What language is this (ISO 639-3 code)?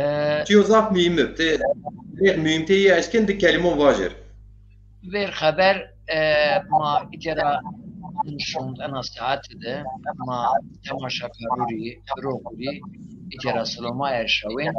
zza